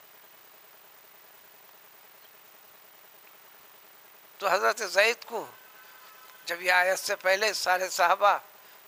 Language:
Urdu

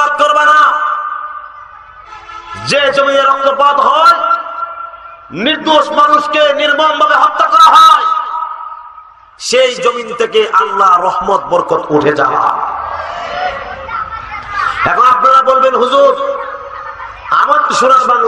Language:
Bangla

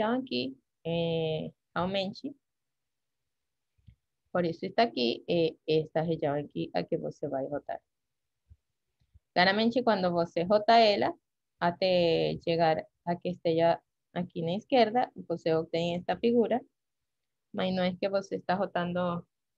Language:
Portuguese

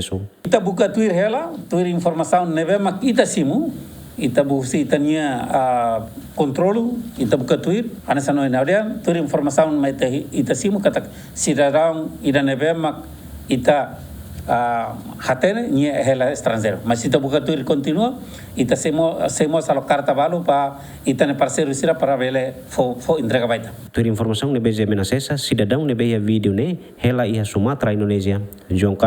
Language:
Tetum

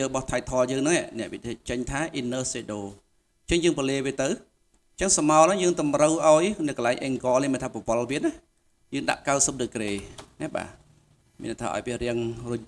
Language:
Khmer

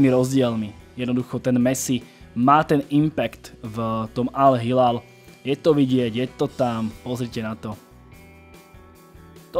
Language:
Slovak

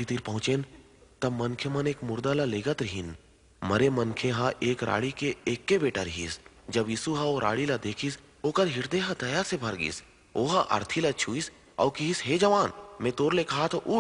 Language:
Chhattisgarhi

